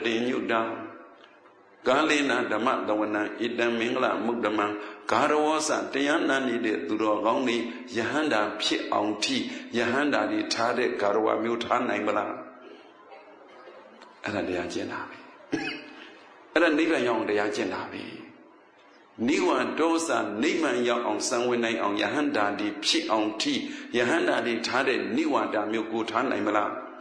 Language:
Burmese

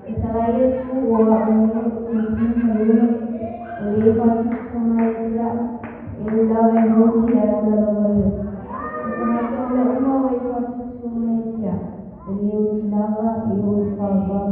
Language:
Samoan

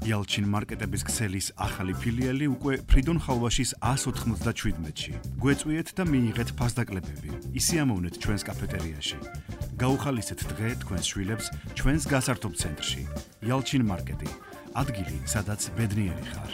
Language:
Georgian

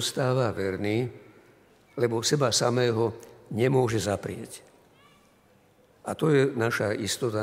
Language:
Slovak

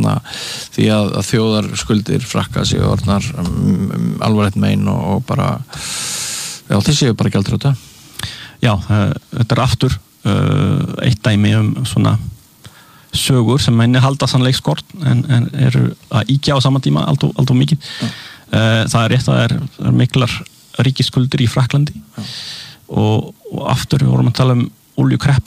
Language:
Icelandic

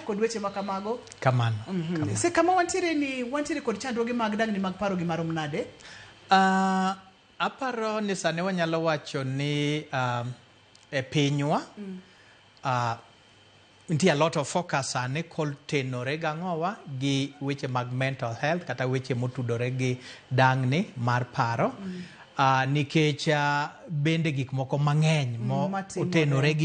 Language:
Luo (Kenya and Tanzania)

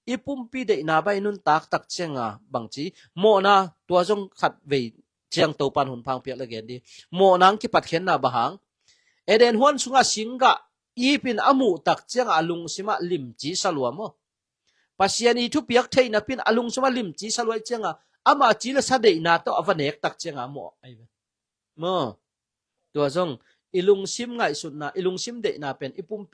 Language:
Tedim Chin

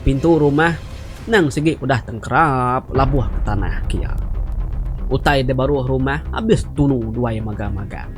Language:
Iban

